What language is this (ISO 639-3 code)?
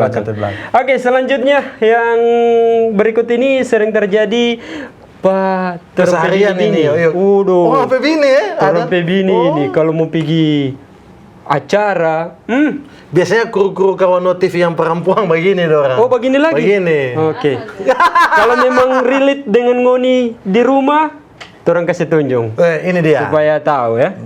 xmm